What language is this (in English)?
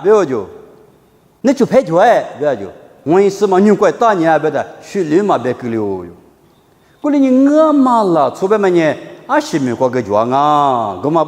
Lisu